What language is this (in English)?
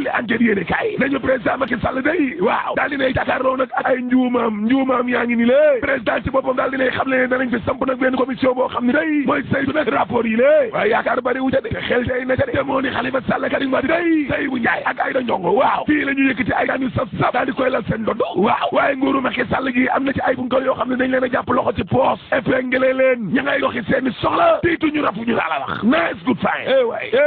Wolof